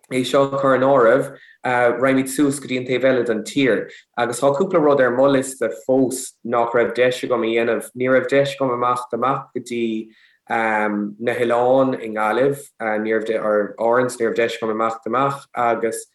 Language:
Irish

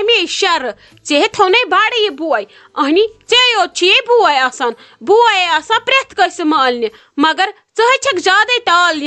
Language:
Kashmiri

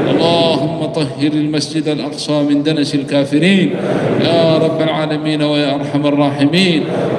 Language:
Arabic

